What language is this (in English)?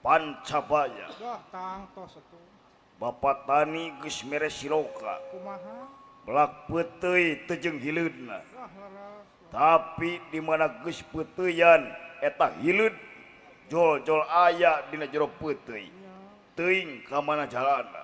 Sundanese